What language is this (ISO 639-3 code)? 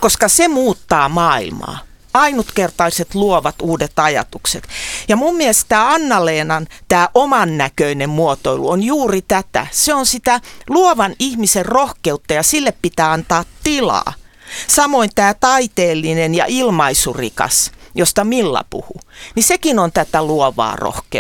fin